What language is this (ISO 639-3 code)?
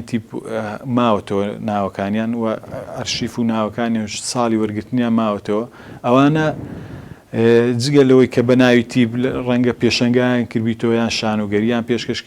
ckb